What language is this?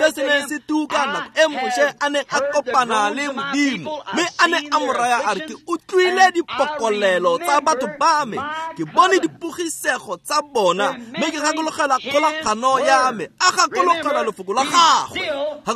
Tswana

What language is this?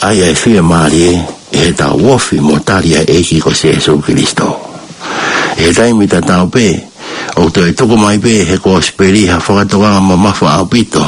Tongan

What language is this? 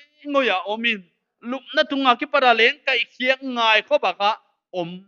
Paite Chin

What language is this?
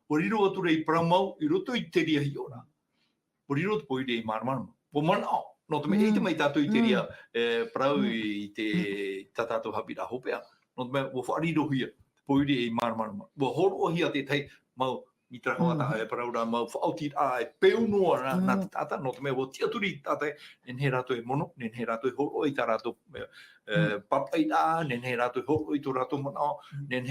Tahitian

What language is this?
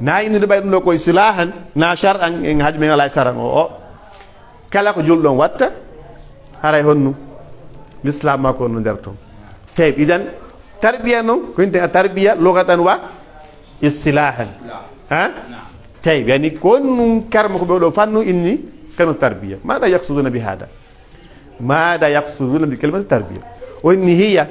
Pular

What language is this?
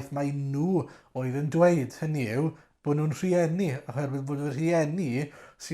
Welsh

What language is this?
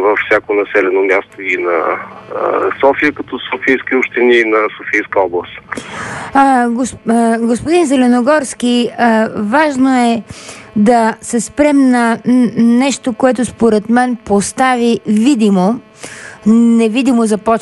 Bulgarian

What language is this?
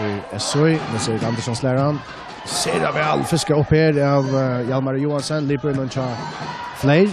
Faroese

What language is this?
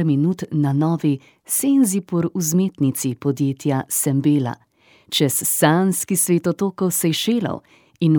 Slovenian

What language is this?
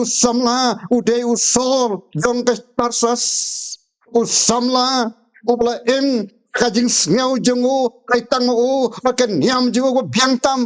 Khasi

